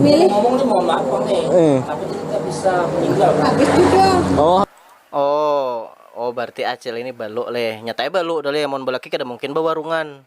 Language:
Banjar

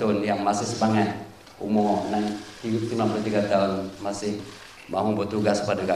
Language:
Malay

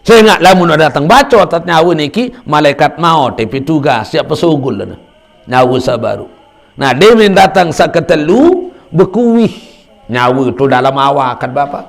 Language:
Sasak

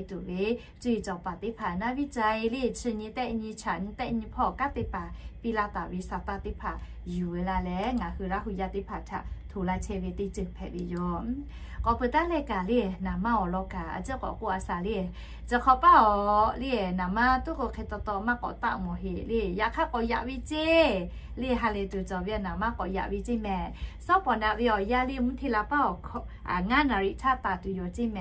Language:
Lahu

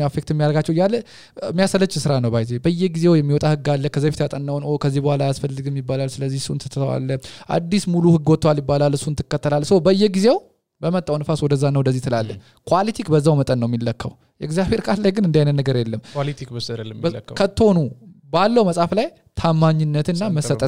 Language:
Amharic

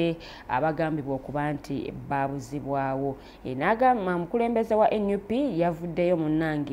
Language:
Ganda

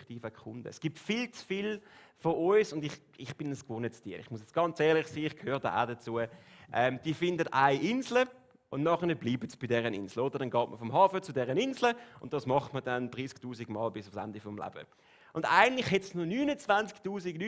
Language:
Swiss German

